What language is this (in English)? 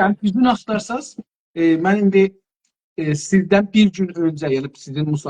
South Azerbaijani